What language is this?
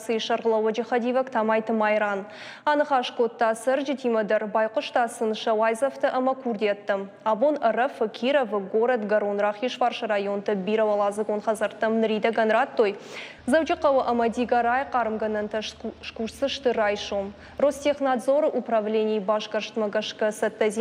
Ossetic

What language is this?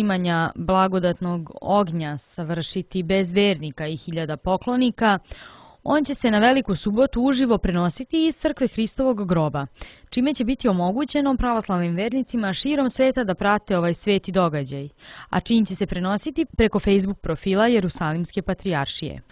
Serbian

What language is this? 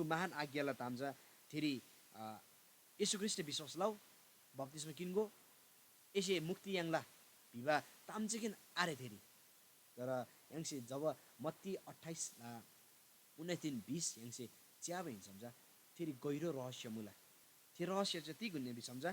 Eastern Tamang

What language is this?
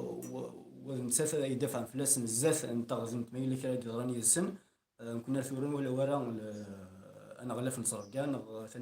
Kabyle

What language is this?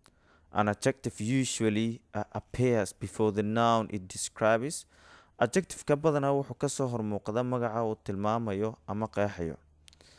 Somali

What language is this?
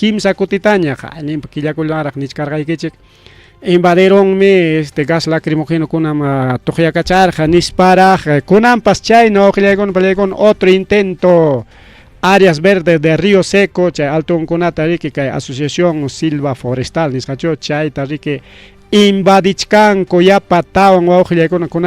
Ayacucho Quechua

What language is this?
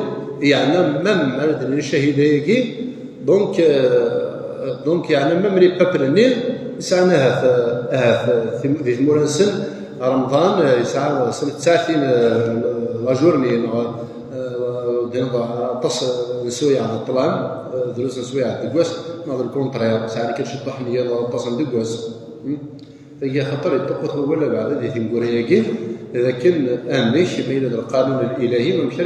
Kabyle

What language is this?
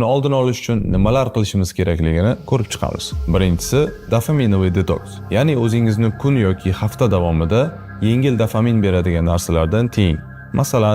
Uzbek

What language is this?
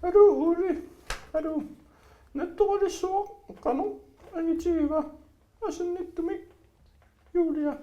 Kalaallisut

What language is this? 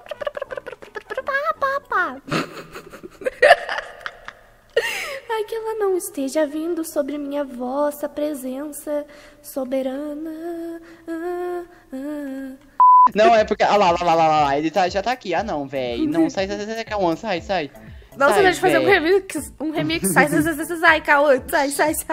Portuguese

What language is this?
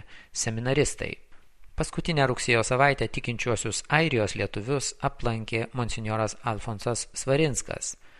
Lithuanian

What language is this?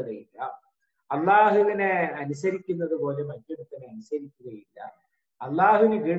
Malayalam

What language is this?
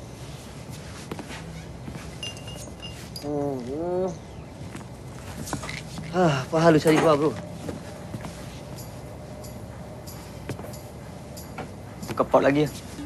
Malay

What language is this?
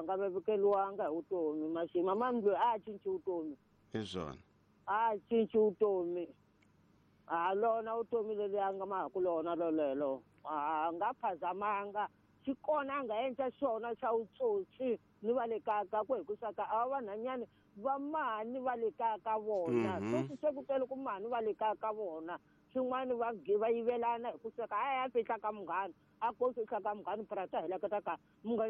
Tsonga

